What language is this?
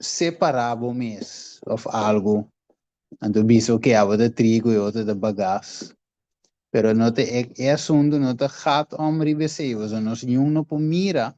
Papiamento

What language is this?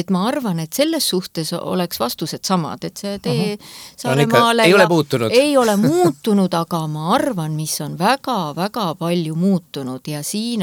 Estonian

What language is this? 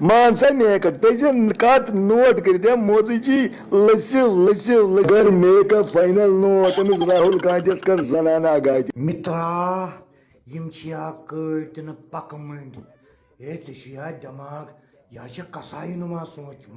Kashmiri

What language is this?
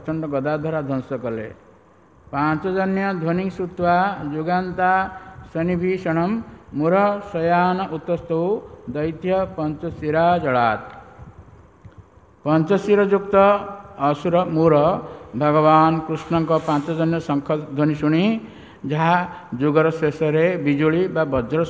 Odia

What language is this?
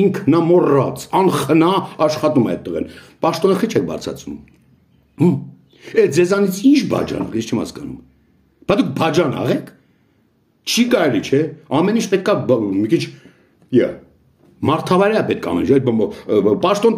Armenian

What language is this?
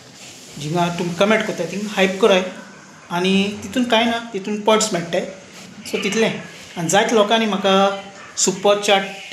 Konkani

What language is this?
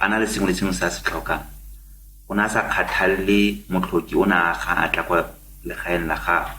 Tswana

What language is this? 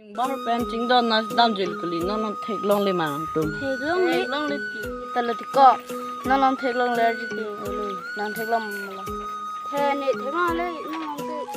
Karbi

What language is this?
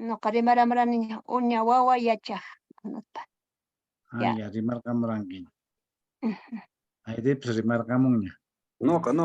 Quechua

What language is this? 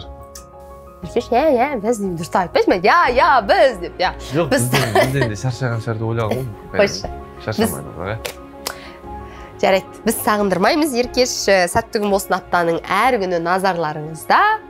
Kazakh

